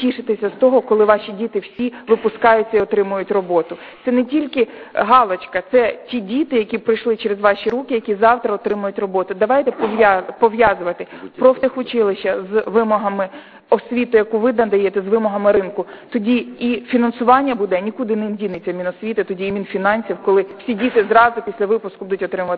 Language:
Ukrainian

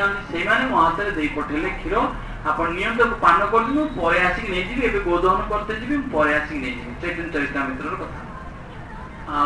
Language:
Odia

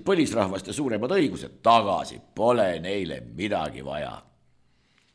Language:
Estonian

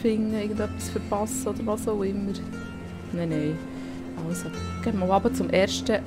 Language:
Swiss German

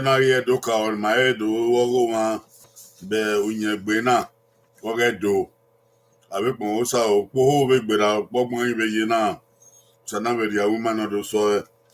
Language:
Bini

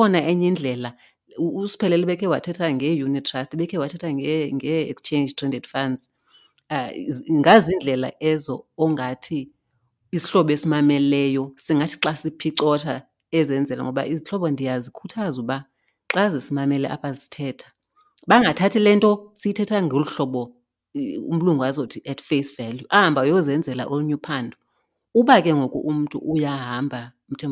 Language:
Xhosa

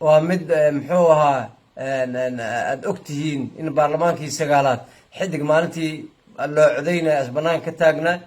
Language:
Somali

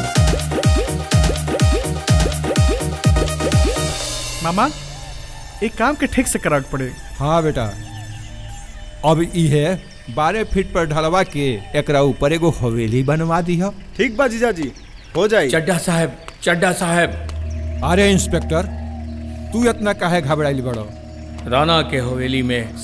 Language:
Bhojpuri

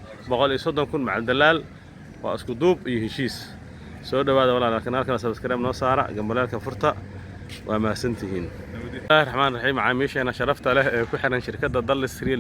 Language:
Somali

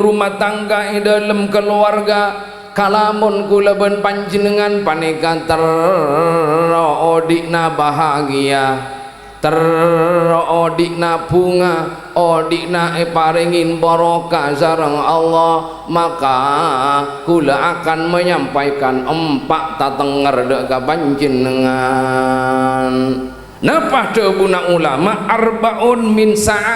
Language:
Madurese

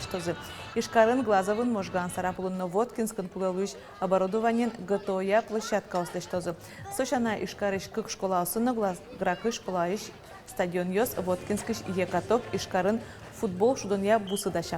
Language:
Udmurt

